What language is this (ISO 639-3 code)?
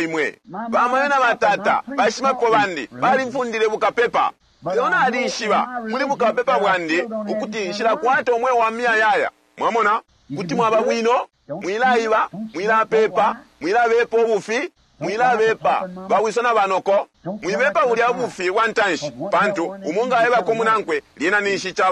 bem